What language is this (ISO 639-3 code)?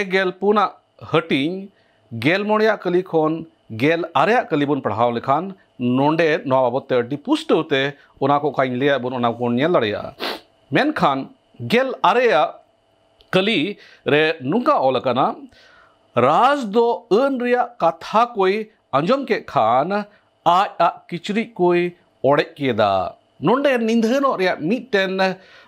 sat